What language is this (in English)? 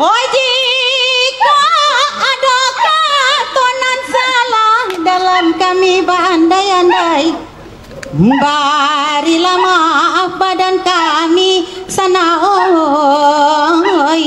Minangkabau